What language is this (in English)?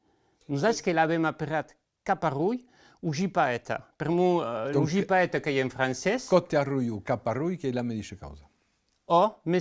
Occitan